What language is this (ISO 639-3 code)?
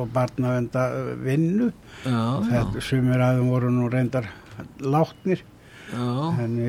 isl